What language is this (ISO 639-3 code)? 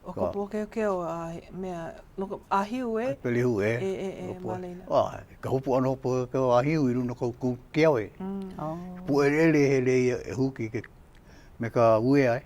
haw